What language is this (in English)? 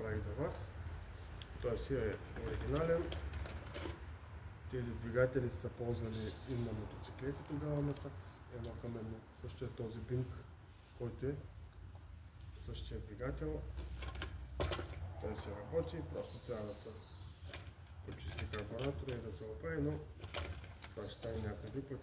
Bulgarian